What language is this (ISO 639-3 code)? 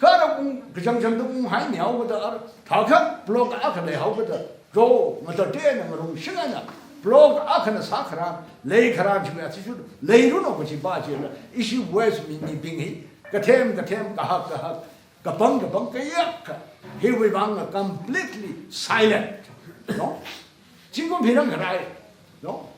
nmf